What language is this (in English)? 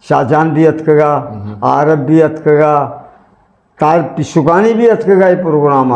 Eastern Balochi